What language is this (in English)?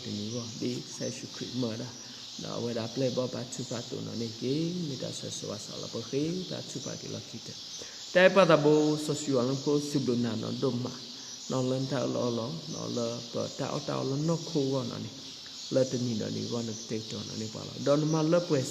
S'gaw Karen